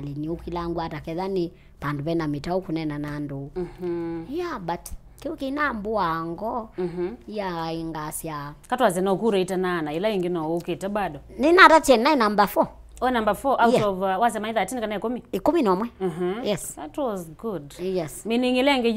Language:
Kamba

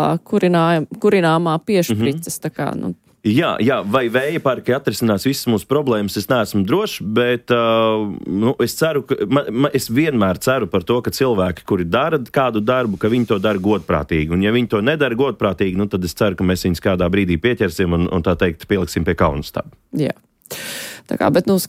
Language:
Latvian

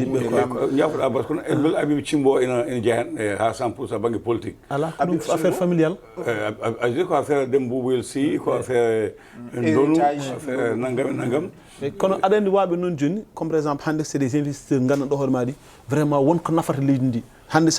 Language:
Fula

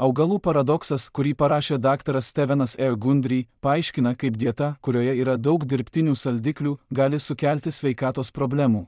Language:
Lithuanian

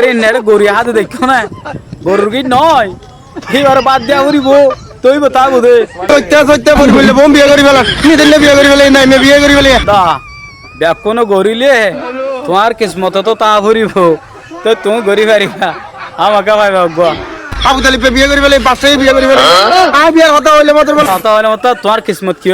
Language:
Rohingya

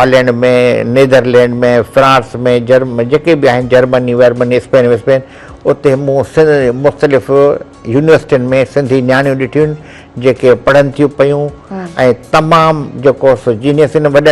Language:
Sindhi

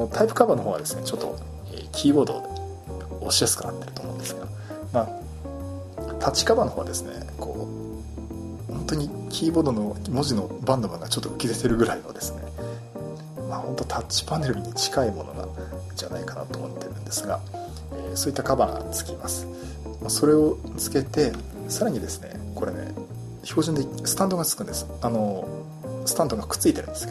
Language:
Japanese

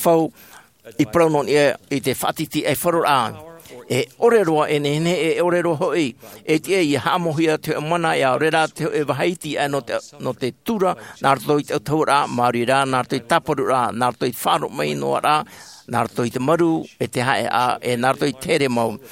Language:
Tahitian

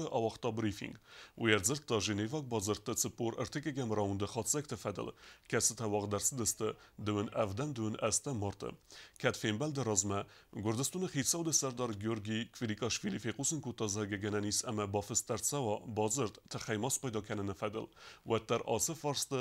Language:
Ossetic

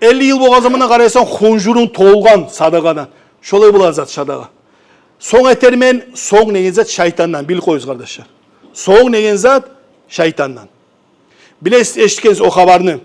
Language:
Kumyk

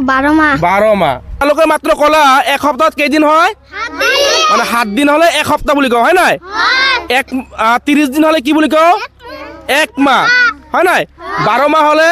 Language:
Assamese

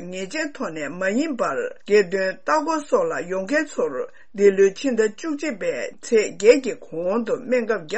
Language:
Tibetan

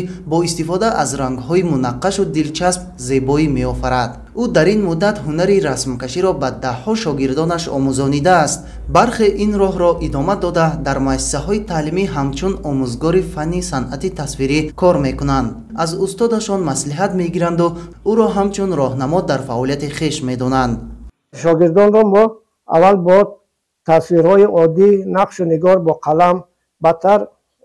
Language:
Tajik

